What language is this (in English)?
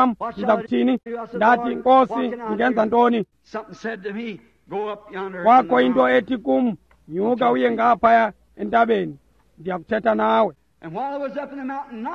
Xhosa